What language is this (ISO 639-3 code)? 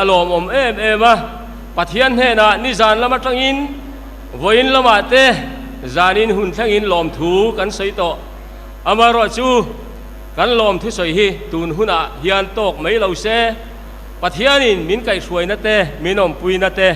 lus